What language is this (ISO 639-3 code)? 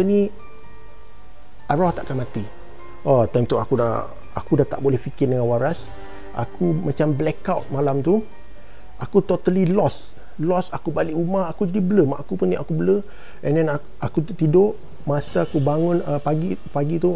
msa